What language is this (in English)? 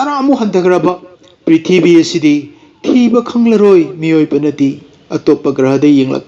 Manipuri